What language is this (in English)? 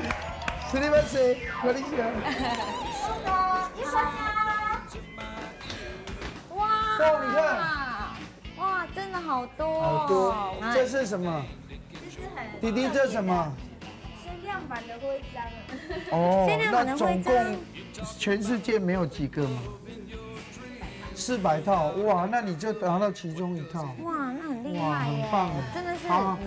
Chinese